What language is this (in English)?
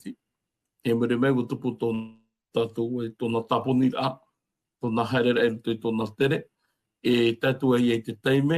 Tahitian